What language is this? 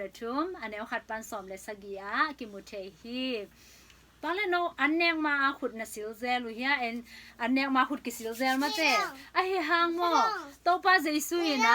Tedim Chin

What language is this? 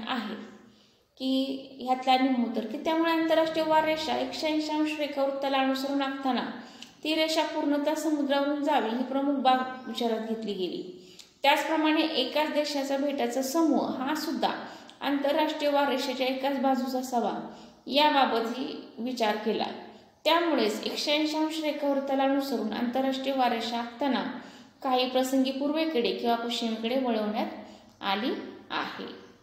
Marathi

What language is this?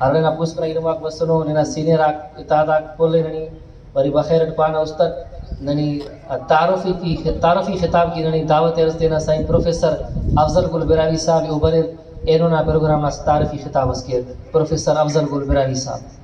Brahui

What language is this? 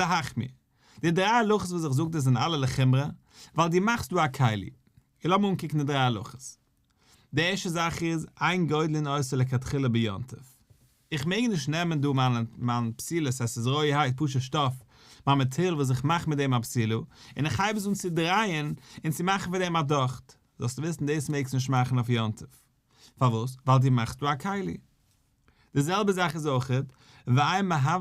Yiddish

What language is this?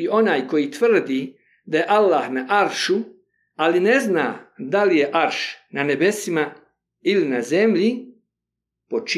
Bosnian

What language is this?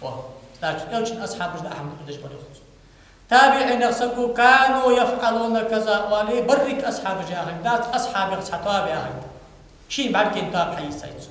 Ingush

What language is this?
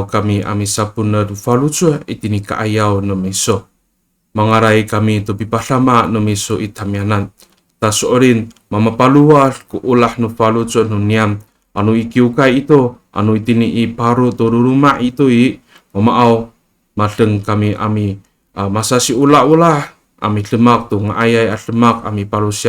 Amis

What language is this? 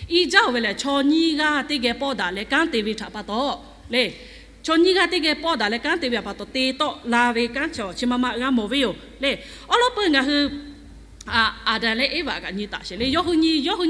Lahu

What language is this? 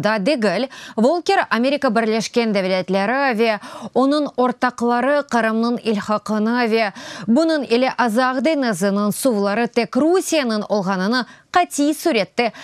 Crimean Tatar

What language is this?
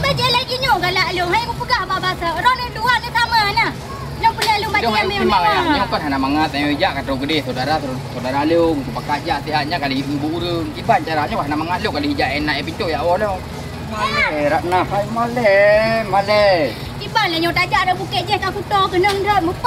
Achinese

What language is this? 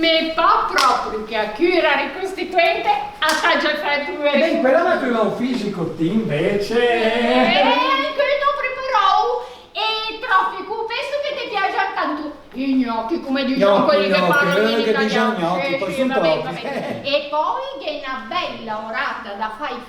Ligurian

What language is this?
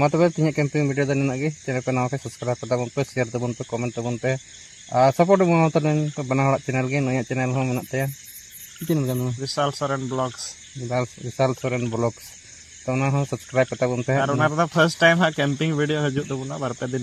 Santali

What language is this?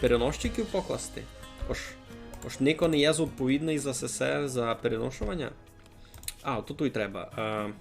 Rusyn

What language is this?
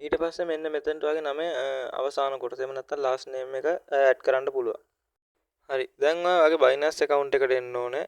Sinhala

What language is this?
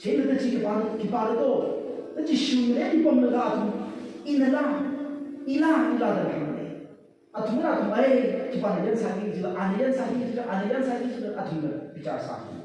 Tangkhul Naga (India)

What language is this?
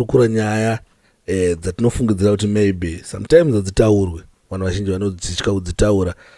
Shona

